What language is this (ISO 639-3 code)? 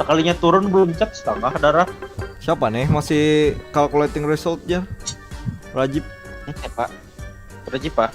bjn